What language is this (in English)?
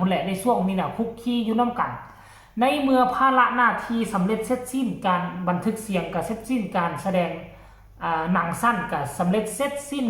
Northeastern Thai